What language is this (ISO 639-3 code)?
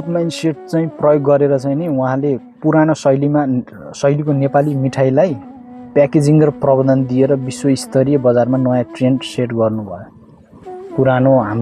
nep